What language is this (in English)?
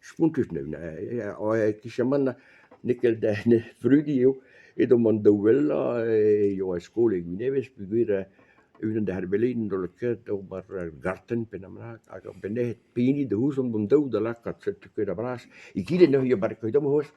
Breton